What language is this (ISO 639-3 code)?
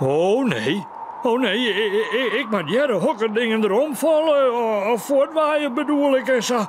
fry